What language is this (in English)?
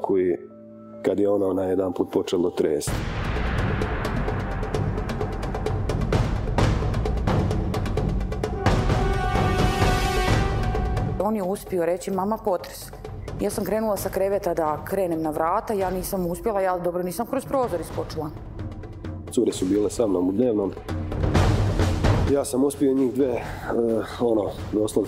Croatian